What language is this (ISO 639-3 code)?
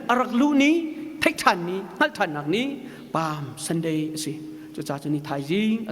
cnh